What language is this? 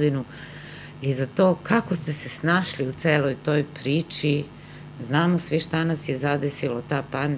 Serbian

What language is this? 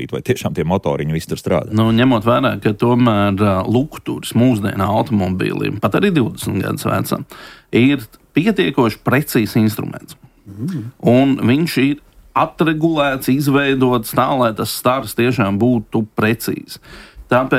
Latvian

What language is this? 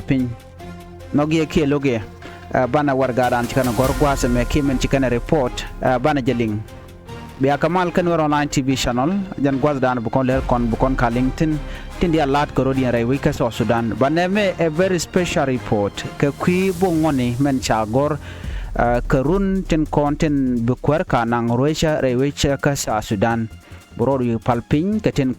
Nuer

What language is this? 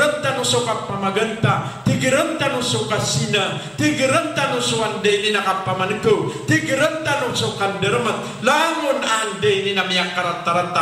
Maranao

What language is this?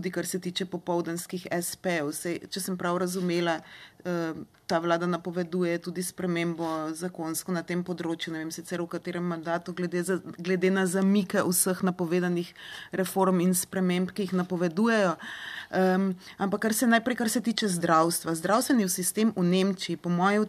Slovenian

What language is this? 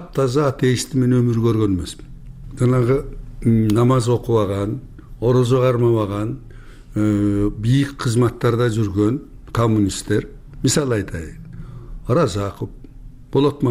Kyrgyz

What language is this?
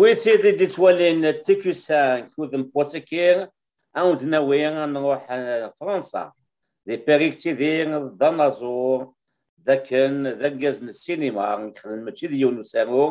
Kabyle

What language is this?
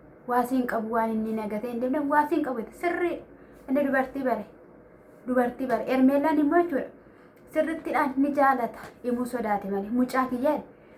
Oromo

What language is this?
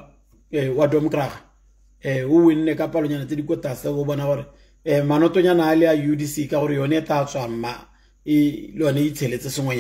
Tswana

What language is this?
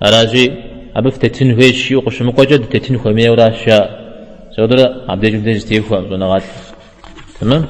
Kabardian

